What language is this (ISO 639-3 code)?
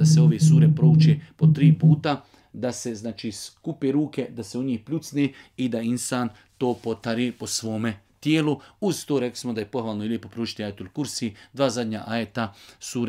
bos